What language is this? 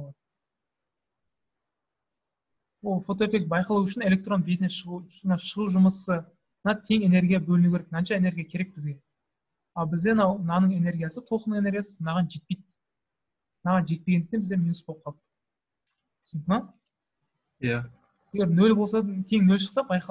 Kazakh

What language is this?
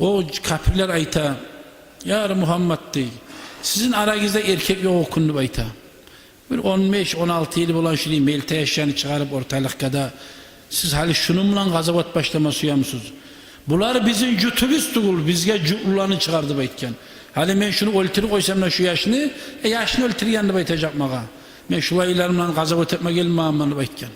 Kumyk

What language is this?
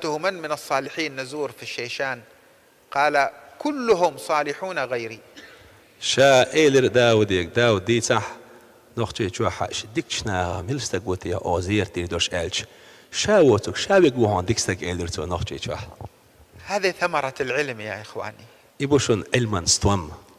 Chechen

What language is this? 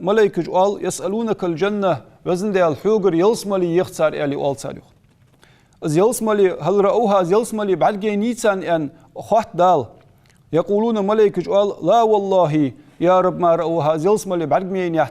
Ingush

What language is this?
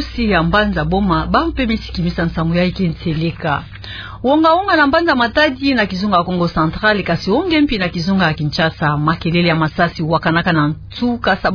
Kituba (Democratic Republic of Congo)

